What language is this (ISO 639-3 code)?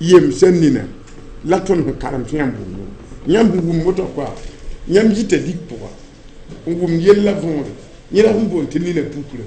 mos